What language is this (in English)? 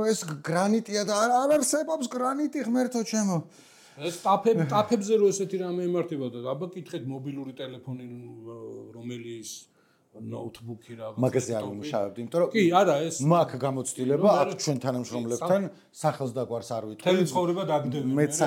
Georgian